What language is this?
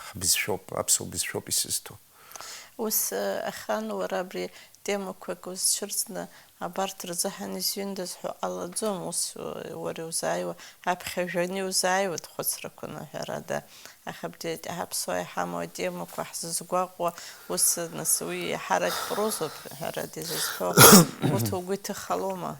Abkhazian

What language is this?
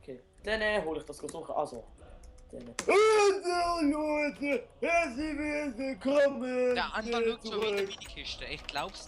Swiss German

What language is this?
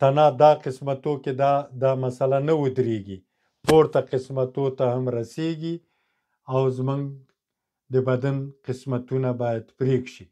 Pashto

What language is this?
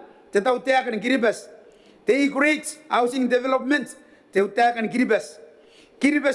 Gilbertese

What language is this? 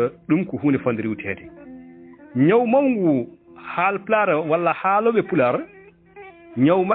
Fula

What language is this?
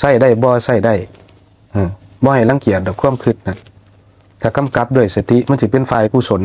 Lao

